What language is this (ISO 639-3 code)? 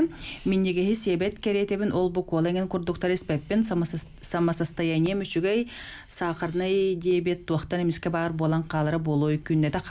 sah